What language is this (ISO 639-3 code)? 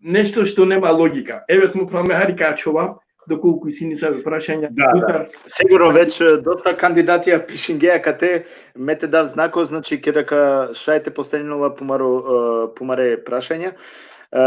rmn